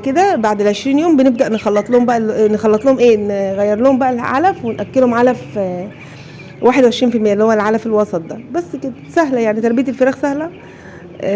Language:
Egyptian Arabic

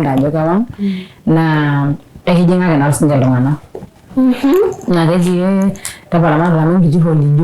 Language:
Masai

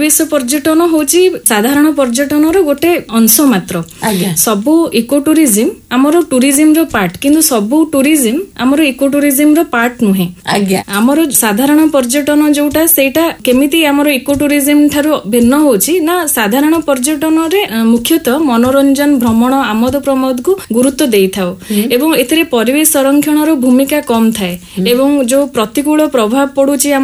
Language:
Odia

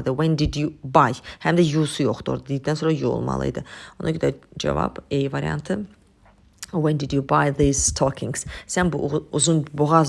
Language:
Azerbaijani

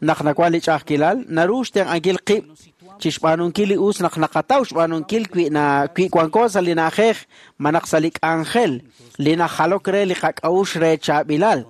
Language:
Kekchí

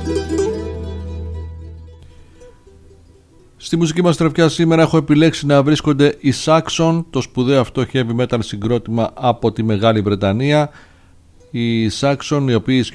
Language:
Greek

